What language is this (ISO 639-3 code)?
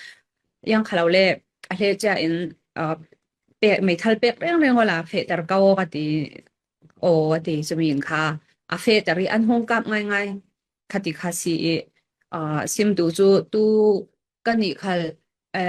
cfm